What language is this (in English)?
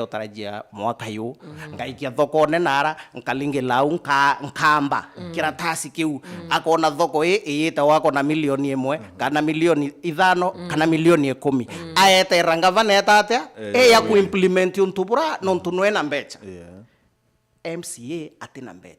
Meru